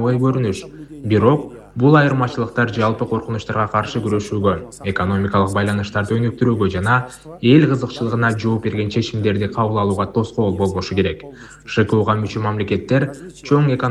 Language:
Kyrgyz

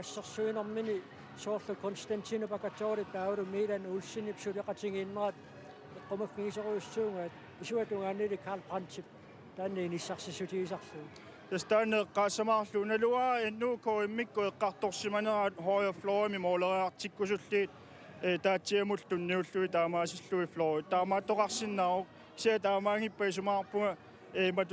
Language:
Kalaallisut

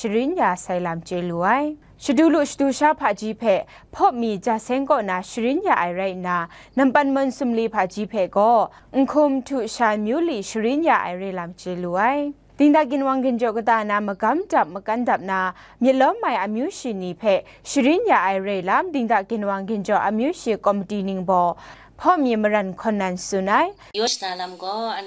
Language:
Kachin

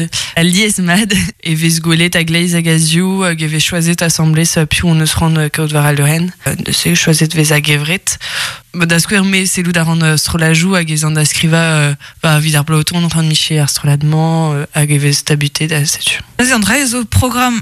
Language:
Breton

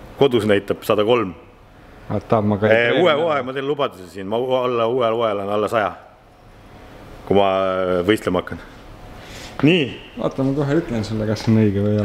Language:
Estonian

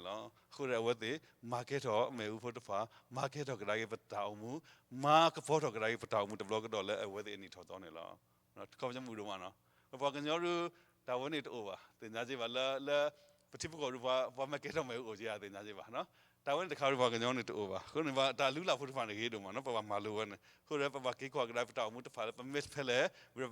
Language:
S'gaw Karen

